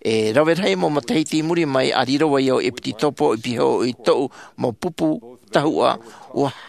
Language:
Tahitian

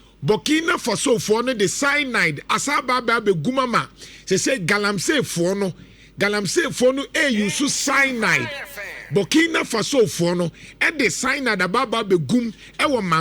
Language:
Akan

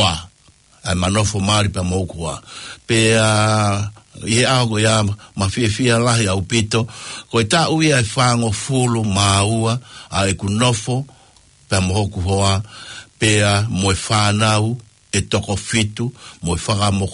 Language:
Tongan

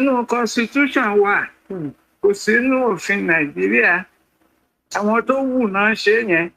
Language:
Yoruba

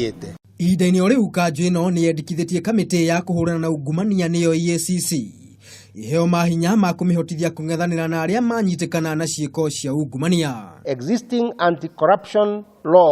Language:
Kikuyu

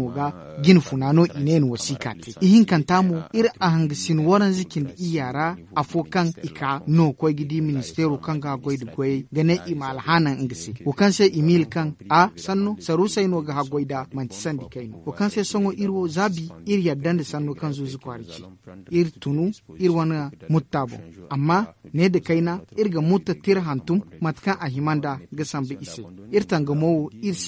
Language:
Zarma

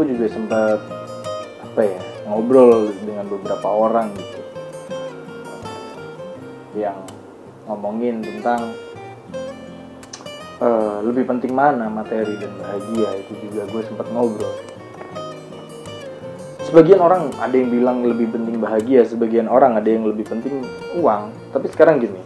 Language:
Indonesian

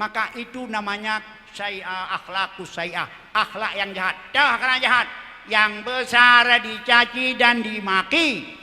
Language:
Achinese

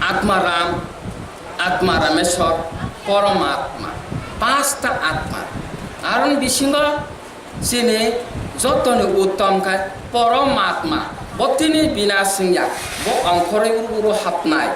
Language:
Kok Borok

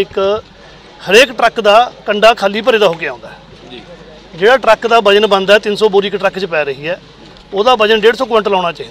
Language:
Punjabi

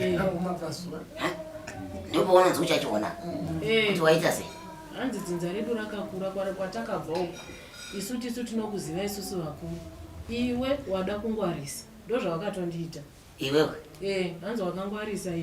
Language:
Shona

